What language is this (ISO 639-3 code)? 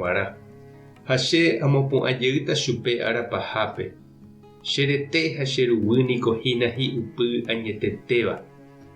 grn